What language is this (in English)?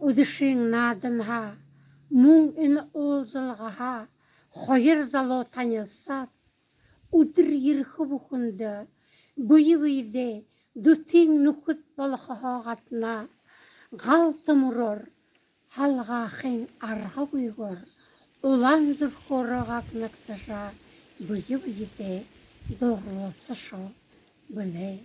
Buriat